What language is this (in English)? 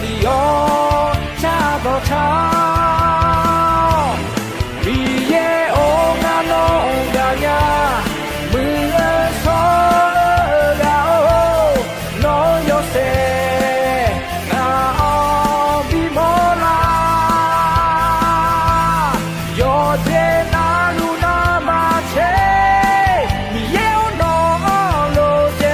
Akha